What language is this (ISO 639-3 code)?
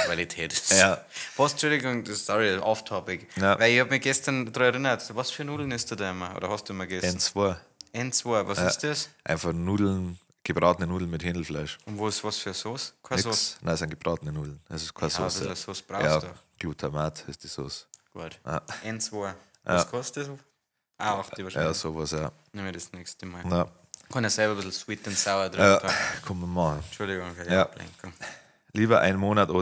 bar